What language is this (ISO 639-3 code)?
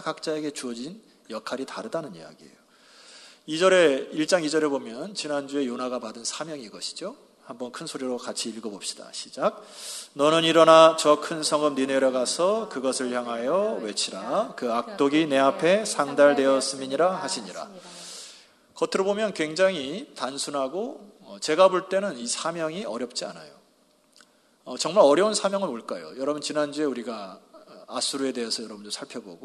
kor